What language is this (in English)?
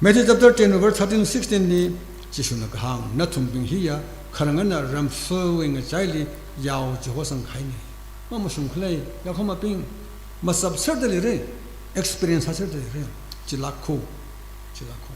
Tangkhul Naga (India)